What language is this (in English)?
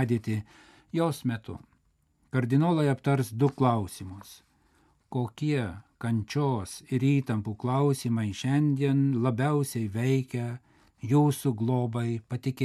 Lithuanian